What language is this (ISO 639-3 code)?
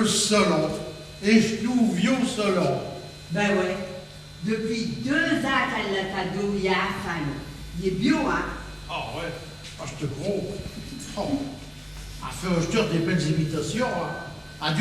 pcd